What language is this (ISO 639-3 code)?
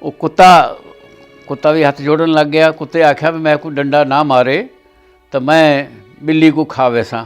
skr